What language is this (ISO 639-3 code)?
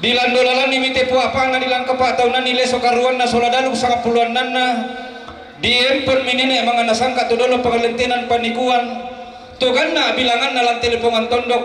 sda